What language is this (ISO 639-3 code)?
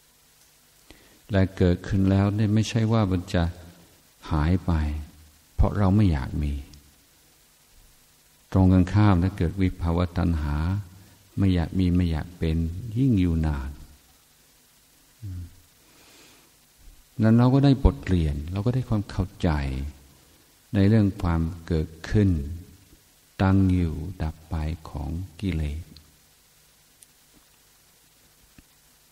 tha